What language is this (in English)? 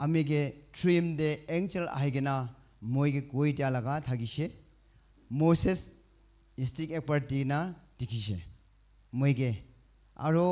Naga Pidgin